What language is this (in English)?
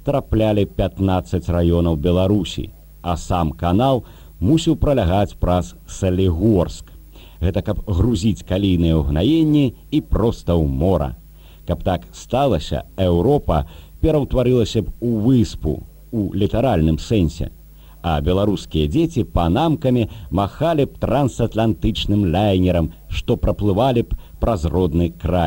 Belarusian